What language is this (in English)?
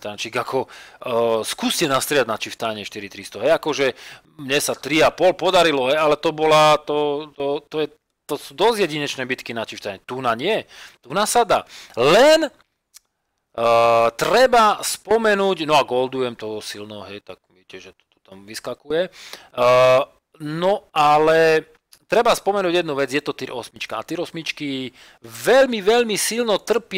Slovak